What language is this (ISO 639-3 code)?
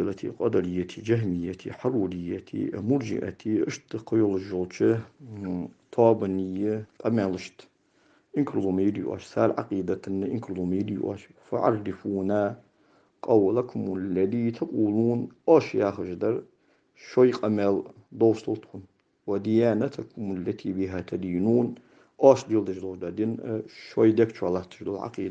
inh